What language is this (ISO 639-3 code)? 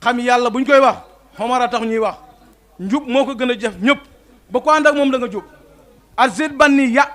wol